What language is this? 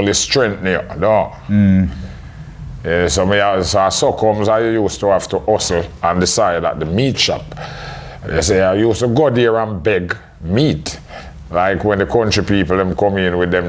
Jamaican Creole English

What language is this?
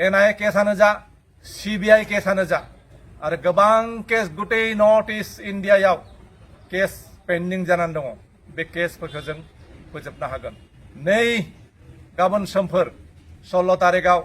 Bodo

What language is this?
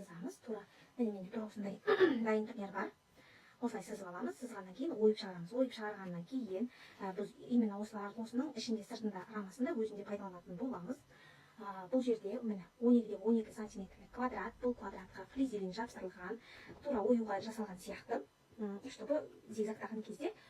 Kazakh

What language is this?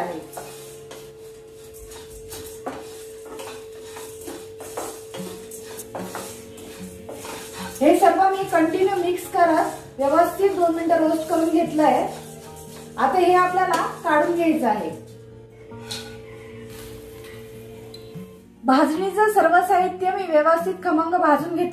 Marathi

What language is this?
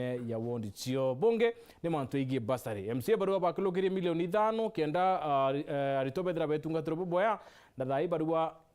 Meru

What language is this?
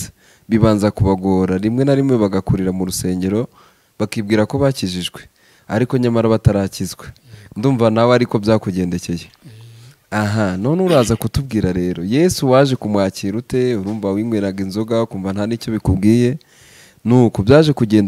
Kinyarwanda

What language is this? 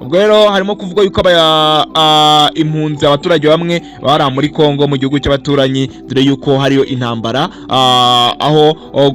Kinyarwanda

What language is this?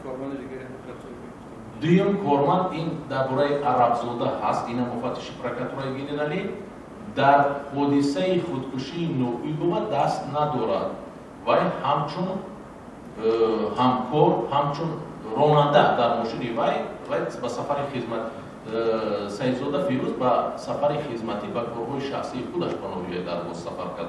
Tajik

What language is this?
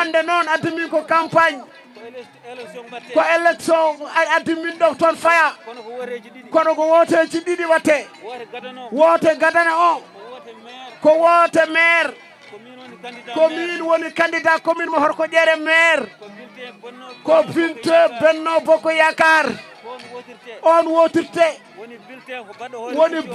Fula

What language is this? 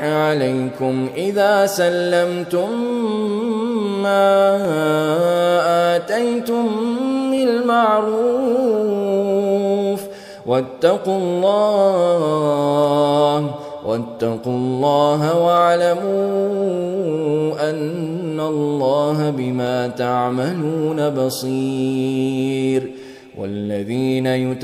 Arabic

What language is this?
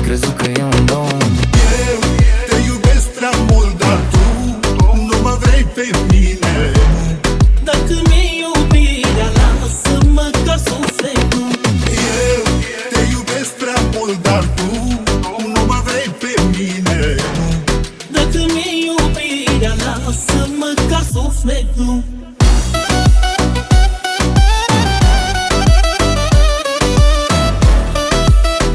Romanian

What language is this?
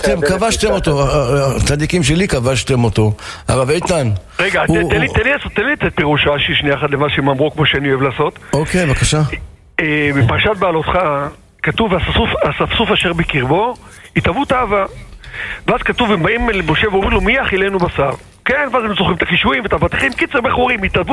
Hebrew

